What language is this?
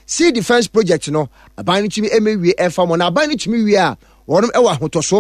Akan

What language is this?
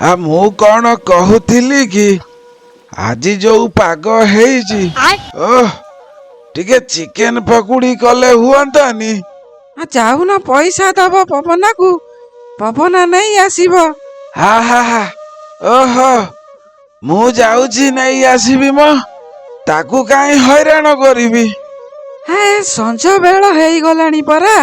Odia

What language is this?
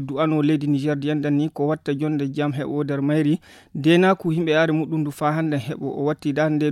Fula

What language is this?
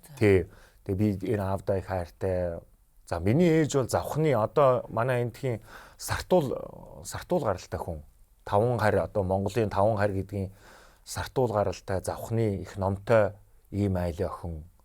Mongolian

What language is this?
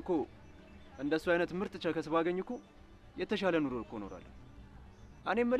Amharic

